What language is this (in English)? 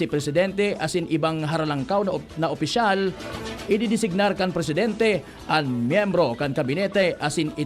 Bikol